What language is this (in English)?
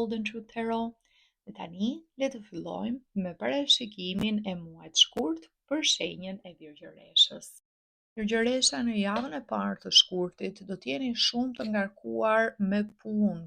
Albanian